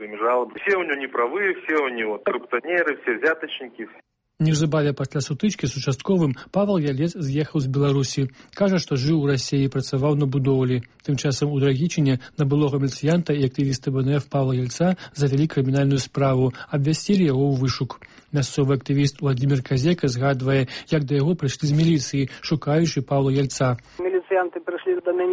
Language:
Belarusian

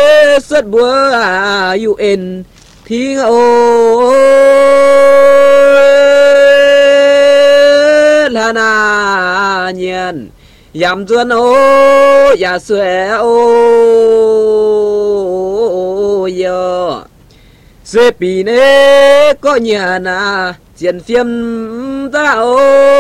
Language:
Vietnamese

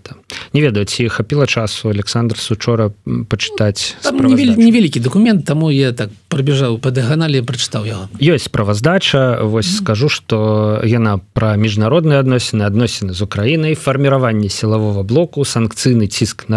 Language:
Belarusian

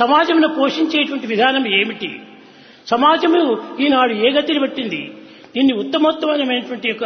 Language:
Telugu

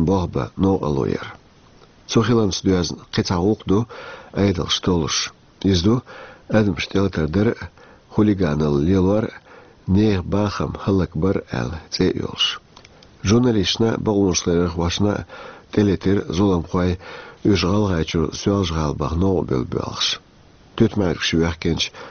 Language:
Chechen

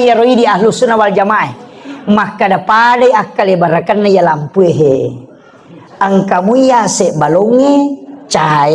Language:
Buginese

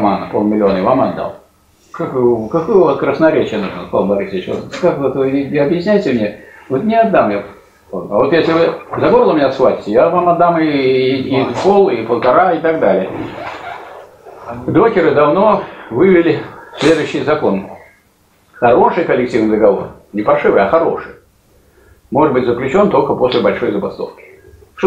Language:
Russian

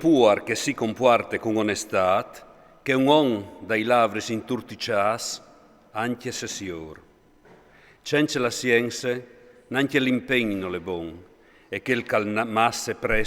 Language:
Friulian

